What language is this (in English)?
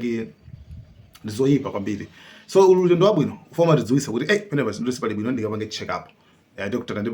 Nyanja